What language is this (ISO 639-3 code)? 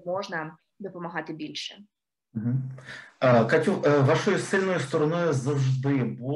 ukr